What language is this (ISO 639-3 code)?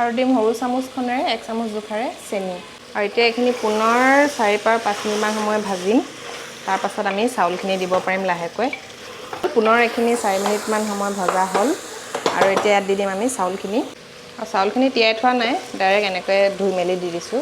asm